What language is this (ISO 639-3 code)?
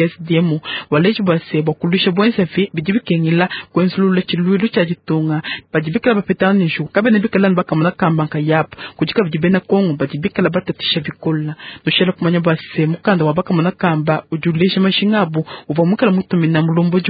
lua